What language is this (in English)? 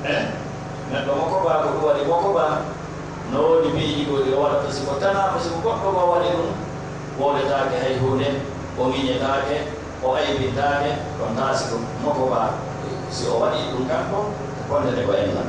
Pular